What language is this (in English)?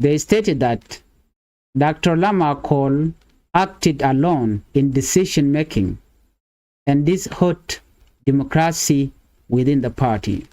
Nuer